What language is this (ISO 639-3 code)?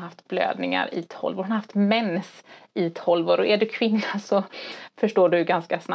swe